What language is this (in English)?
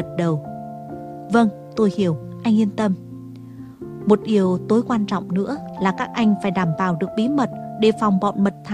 Vietnamese